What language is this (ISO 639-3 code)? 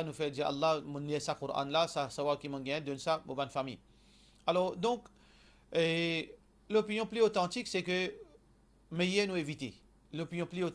mfe